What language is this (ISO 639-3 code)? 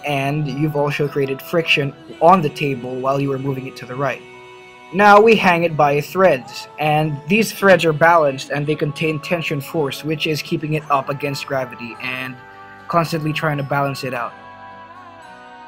eng